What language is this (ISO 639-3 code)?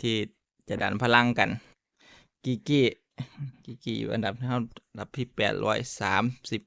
tts